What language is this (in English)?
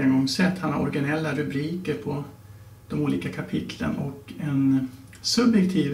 Swedish